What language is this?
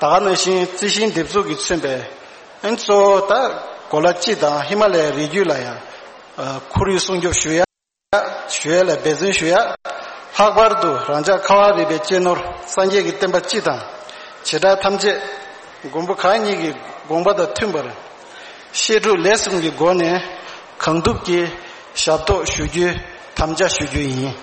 Tibetan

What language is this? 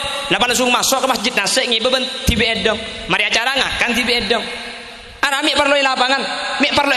Madurese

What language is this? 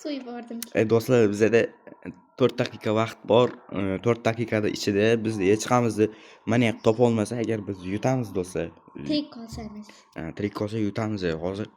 Uzbek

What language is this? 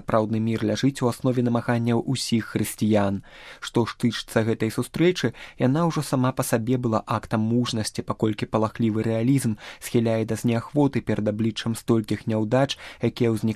Belarusian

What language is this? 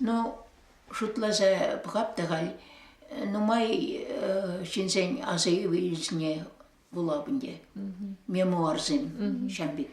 Chuvash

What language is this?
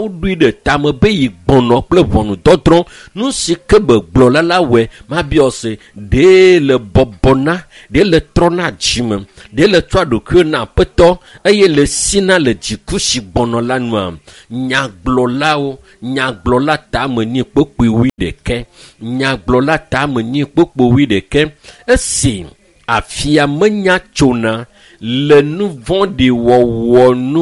Ewe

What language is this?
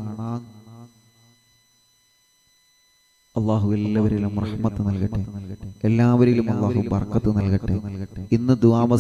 Malayalam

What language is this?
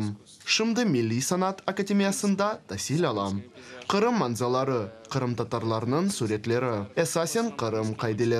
Crimean Tatar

